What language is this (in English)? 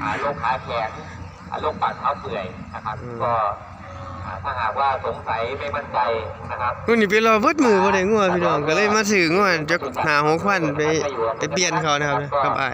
Northeastern Thai